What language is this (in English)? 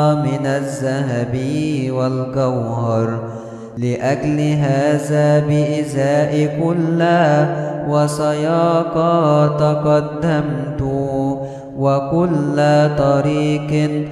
Arabic